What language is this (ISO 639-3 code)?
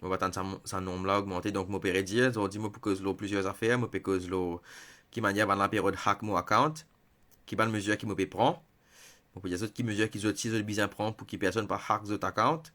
mfe